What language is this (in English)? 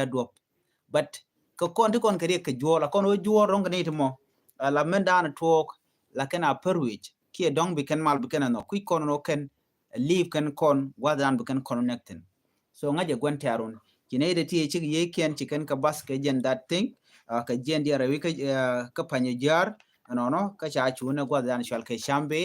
Nuer